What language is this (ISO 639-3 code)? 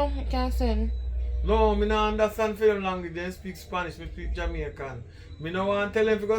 jam